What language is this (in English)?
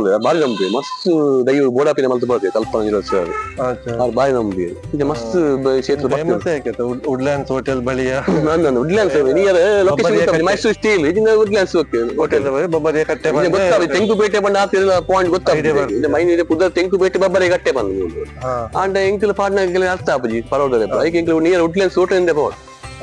Tulu